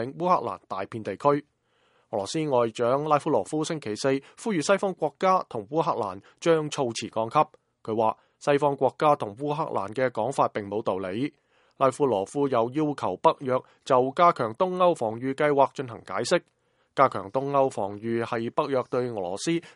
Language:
Cantonese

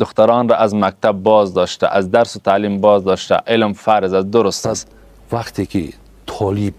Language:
Persian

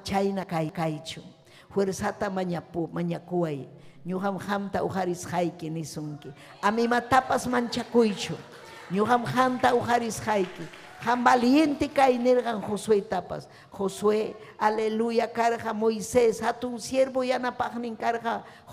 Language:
Ayacucho Quechua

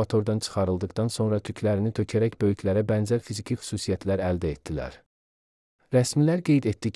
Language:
Azerbaijani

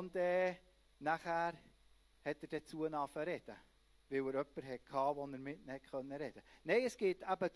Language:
Swiss German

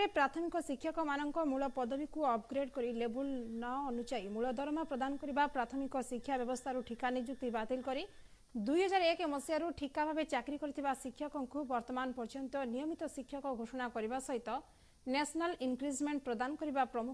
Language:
Odia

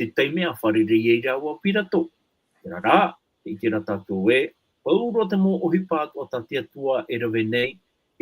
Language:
Tahitian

